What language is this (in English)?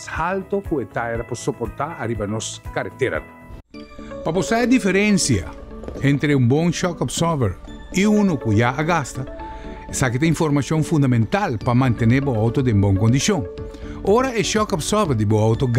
Papiamento